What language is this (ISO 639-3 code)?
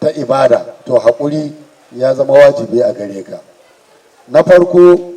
hau